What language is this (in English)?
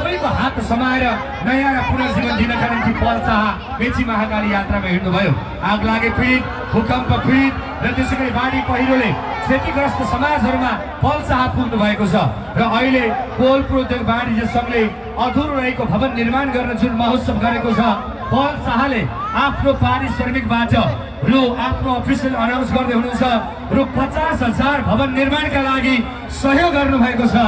Nepali